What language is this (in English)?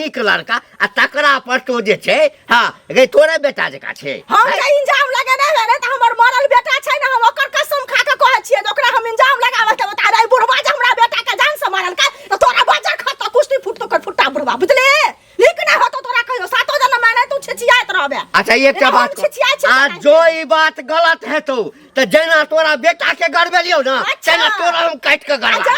Maithili